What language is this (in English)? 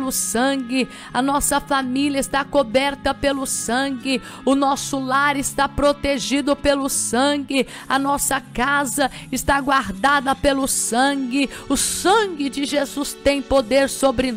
Portuguese